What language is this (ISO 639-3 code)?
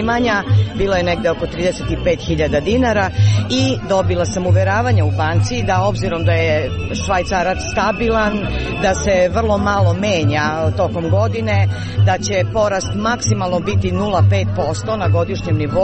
srp